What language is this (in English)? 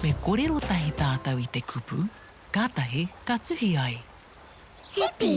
Māori